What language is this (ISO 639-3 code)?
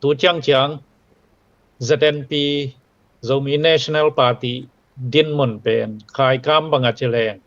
ctd